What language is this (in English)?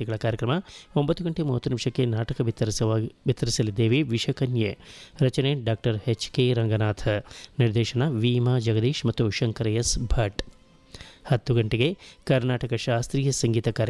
Kannada